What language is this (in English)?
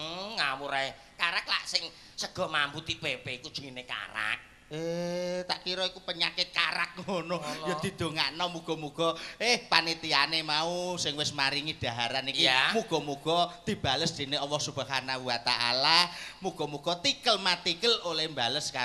Javanese